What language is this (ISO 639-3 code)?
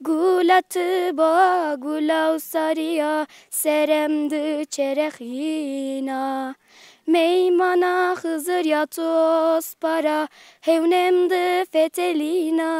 zza